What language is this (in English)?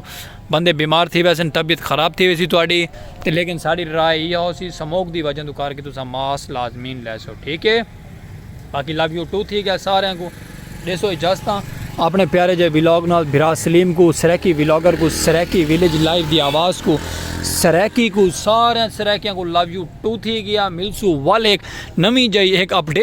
Saraiki